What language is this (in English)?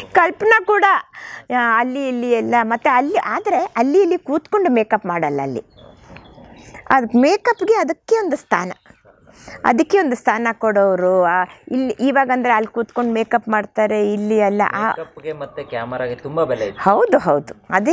Kannada